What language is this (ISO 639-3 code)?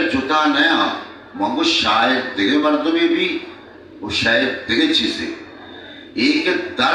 bal